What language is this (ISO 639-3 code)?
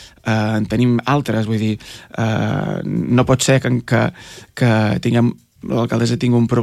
cat